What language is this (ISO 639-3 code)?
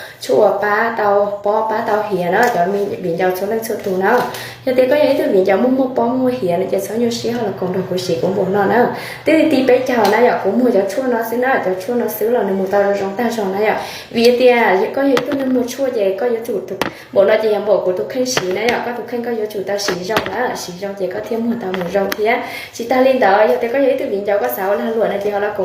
hmn